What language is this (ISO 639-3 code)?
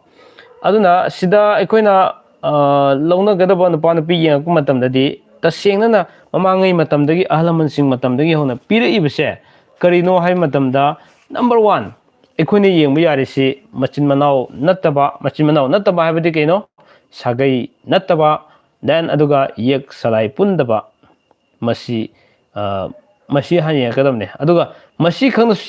mni